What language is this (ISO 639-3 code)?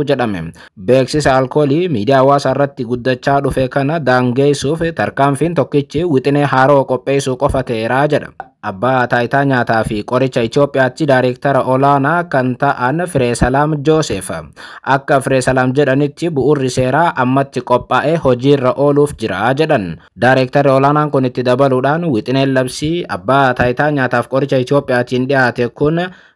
orm